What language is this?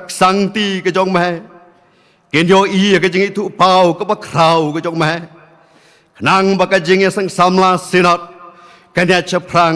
Khasi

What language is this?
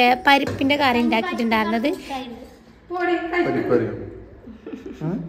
Malayalam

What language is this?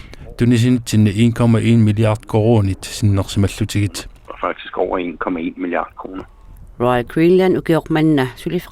Kalaallisut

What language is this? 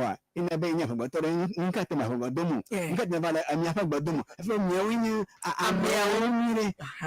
Ewe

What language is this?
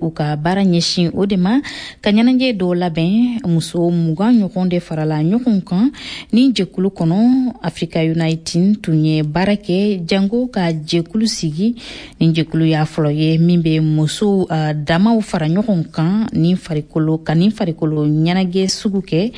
Bambara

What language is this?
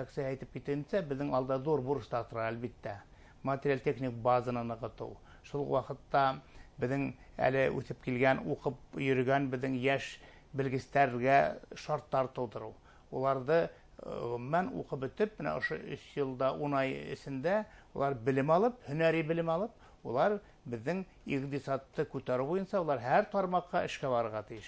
Bashkir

